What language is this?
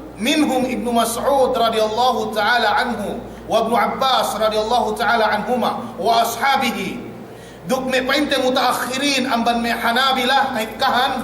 Yakan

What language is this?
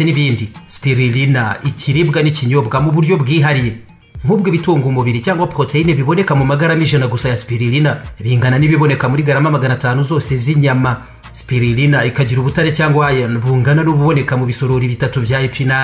Kinyarwanda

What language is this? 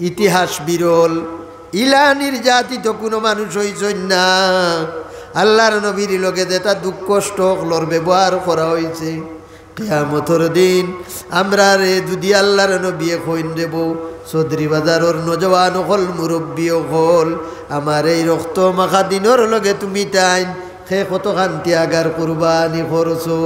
Sylheti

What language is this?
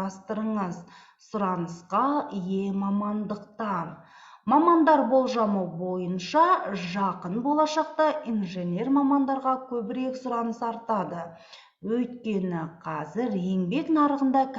Kazakh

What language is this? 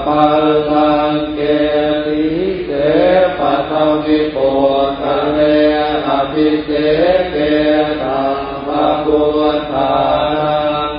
Pali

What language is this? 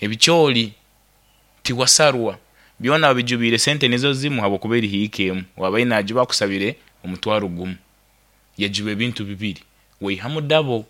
Nyoro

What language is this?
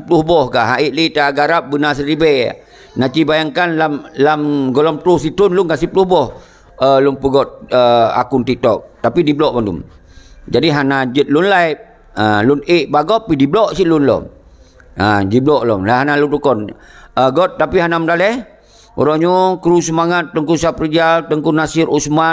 Achinese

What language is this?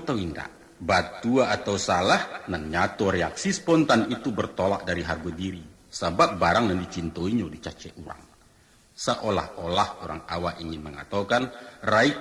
Minangkabau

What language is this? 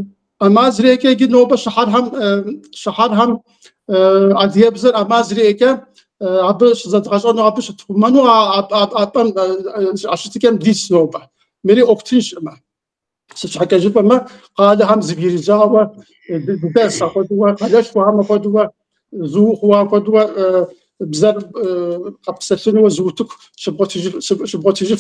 Kabardian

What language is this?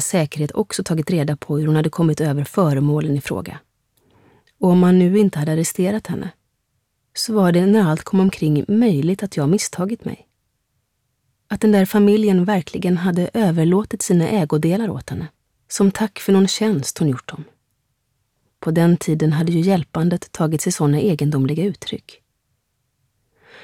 Swedish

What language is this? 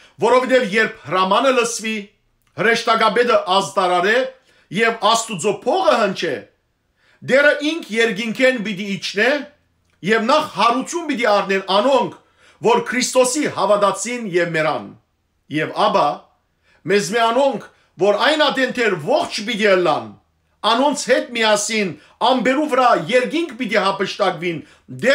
Western Armenian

